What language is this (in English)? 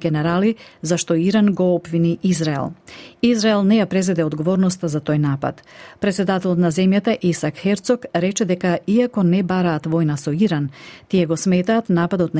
Macedonian